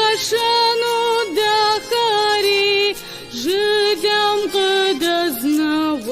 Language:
Kabardian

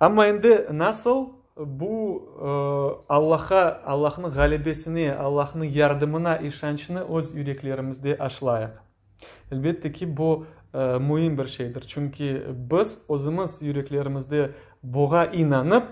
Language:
Crimean Tatar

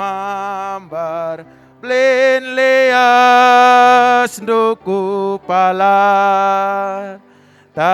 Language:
Batak Karo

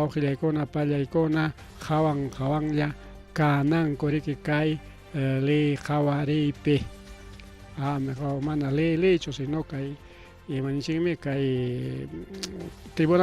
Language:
Ayacucho Quechua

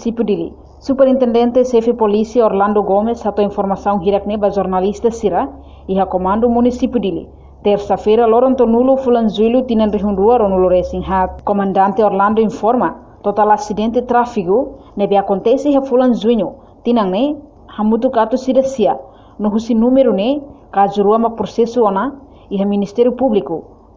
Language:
Tetum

